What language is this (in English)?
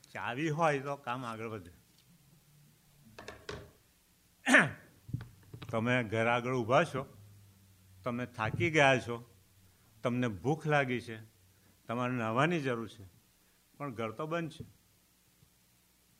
Gujarati